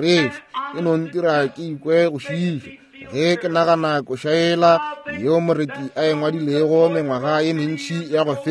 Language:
Northern Sotho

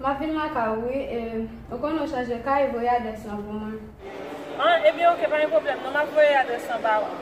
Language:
Haitian Creole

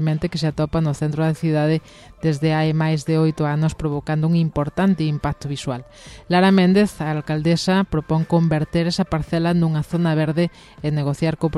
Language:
Galician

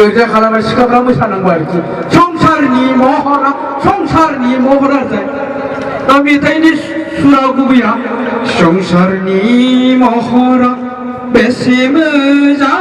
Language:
Bodo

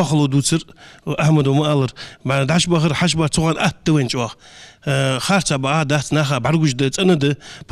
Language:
Ingush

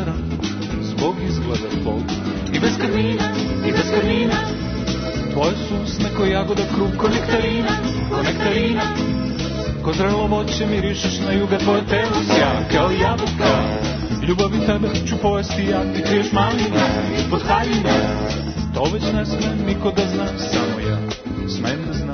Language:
Serbian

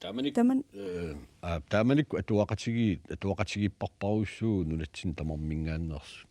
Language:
Kalaallisut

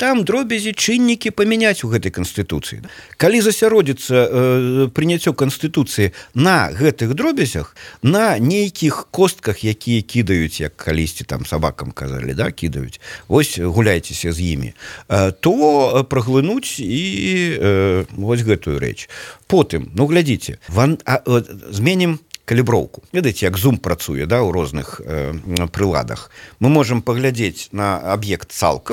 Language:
Belarusian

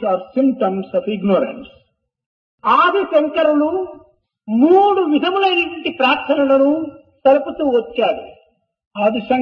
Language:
Telugu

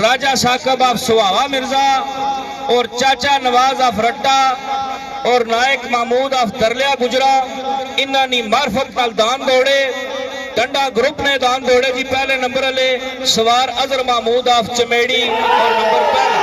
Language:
Pahari-Potwari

